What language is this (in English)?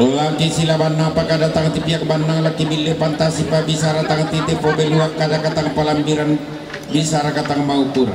Toraja-Sa'dan